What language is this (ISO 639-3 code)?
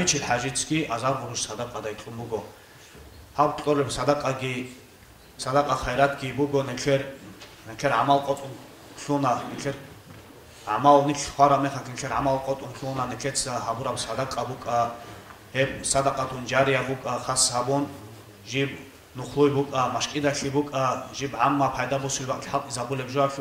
ava